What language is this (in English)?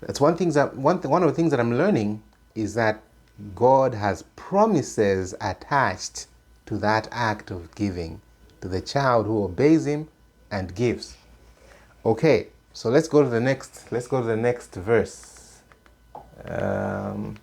English